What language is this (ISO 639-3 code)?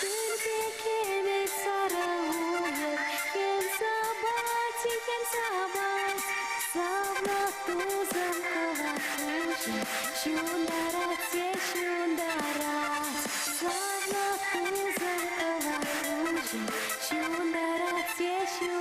chv